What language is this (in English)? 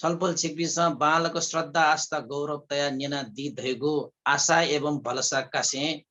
Newari